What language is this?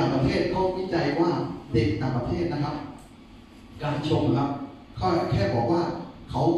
Thai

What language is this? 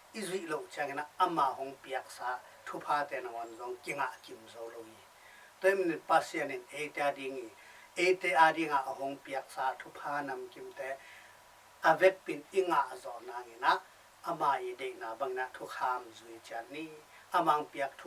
Tedim Chin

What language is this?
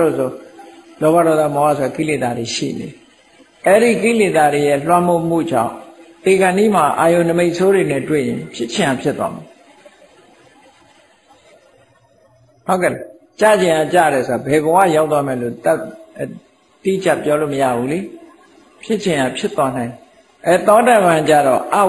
Burmese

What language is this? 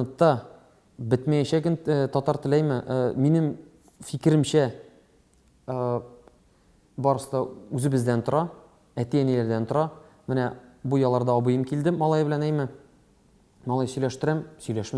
Tatar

